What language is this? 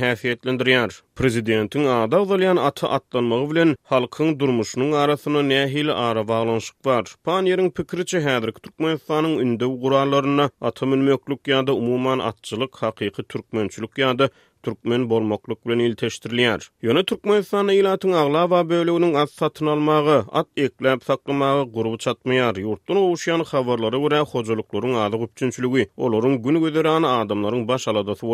Turkmen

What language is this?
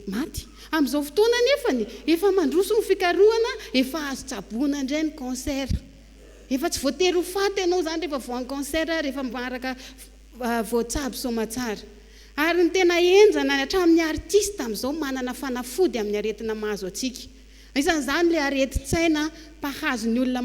Malagasy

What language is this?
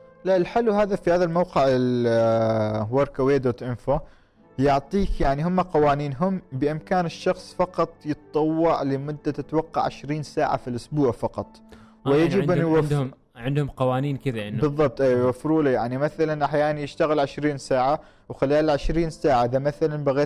Gulf Arabic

